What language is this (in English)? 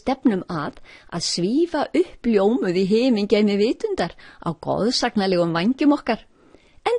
Icelandic